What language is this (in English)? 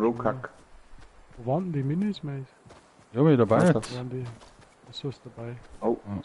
Bavarian